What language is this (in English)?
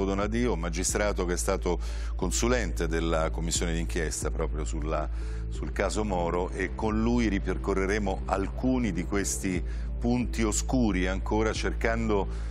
Italian